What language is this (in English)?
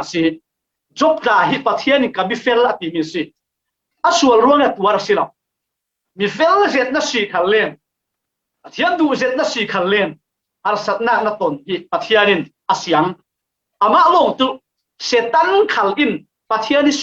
Falam Chin